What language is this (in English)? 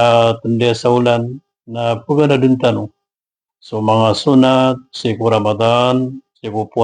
Maranao